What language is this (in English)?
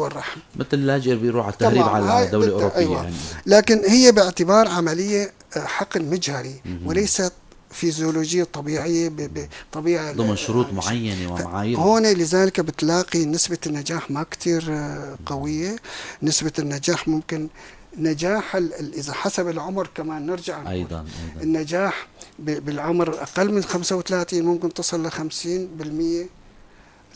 North Levantine Arabic